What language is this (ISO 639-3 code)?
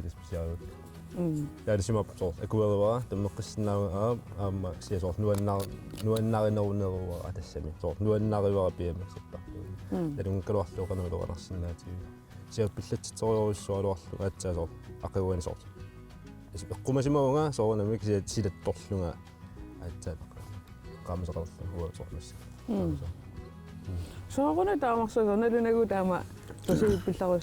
kal